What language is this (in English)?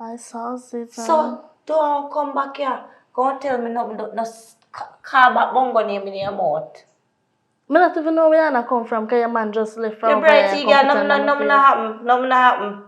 Jamaican Creole English